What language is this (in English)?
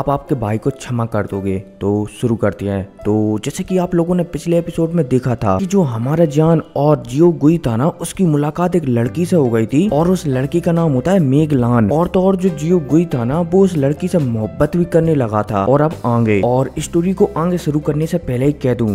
Hindi